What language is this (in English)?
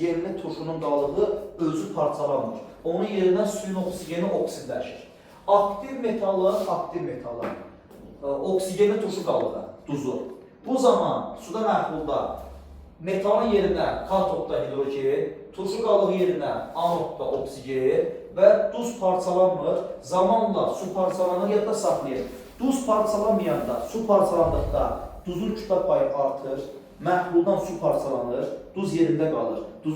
Azerbaijani